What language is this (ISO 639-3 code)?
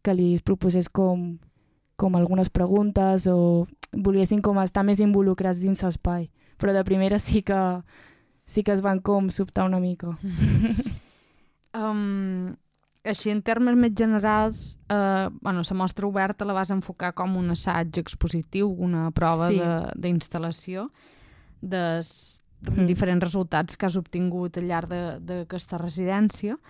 cat